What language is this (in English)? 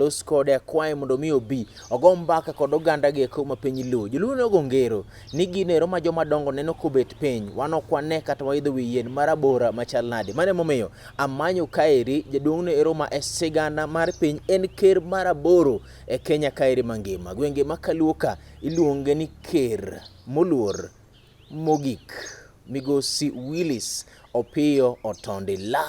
Luo (Kenya and Tanzania)